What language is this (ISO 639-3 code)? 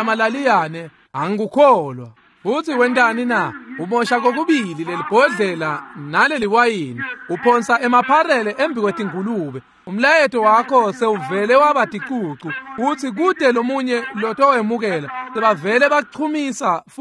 ssw